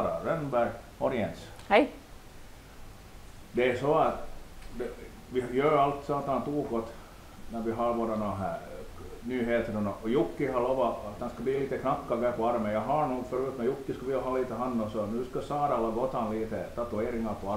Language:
Swedish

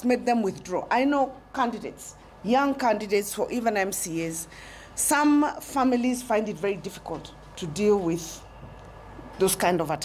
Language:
Kamba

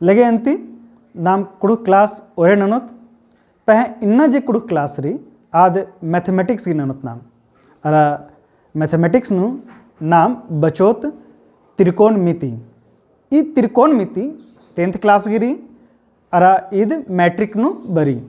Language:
Kurukh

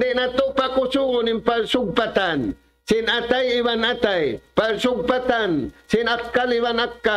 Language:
Tausug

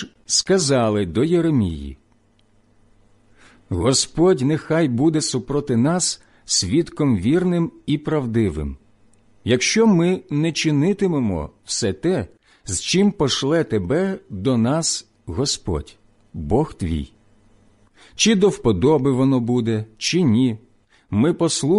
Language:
Ukrainian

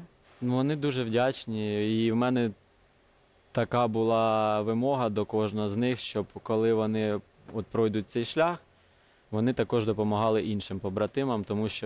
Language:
Ukrainian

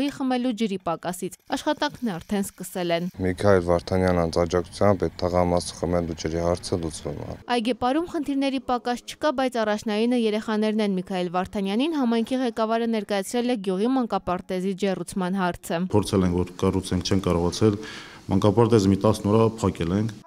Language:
Armenian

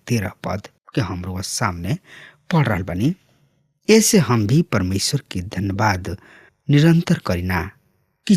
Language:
Bhojpuri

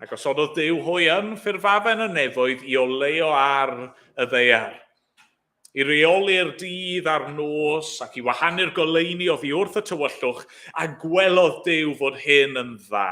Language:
Welsh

